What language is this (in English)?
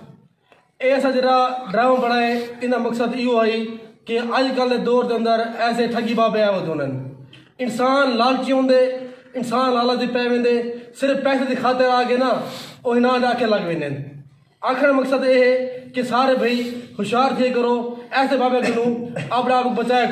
Saraiki